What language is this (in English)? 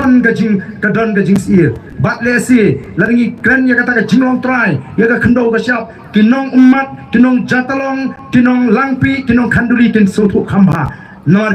Khasi